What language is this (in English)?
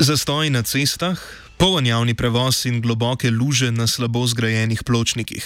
Slovenian